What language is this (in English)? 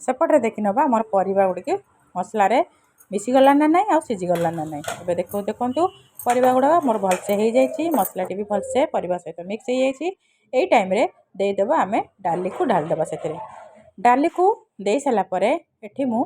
Odia